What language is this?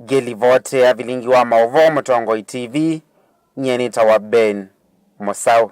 Kamba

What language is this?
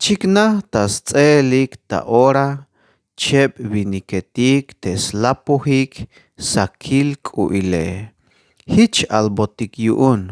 Tzeltal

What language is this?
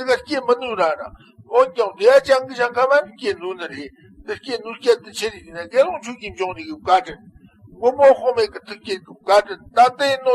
Tibetan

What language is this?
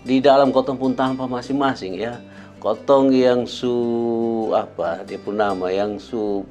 Kupang Malay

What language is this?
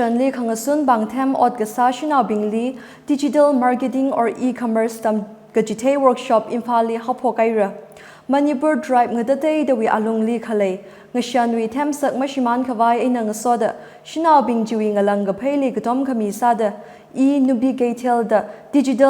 Tangkhul Naga (India)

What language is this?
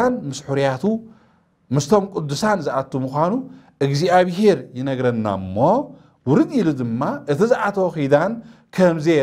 Tigrinya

